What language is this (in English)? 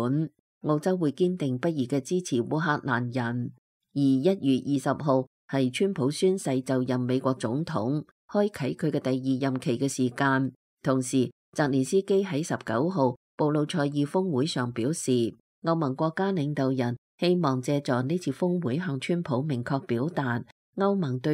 Cantonese